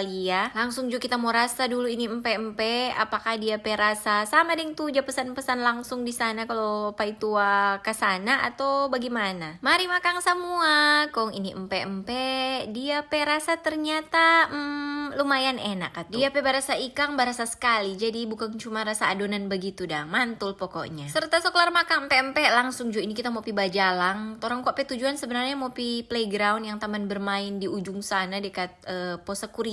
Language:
Manado Malay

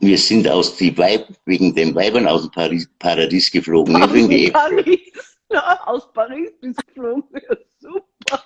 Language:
Bavarian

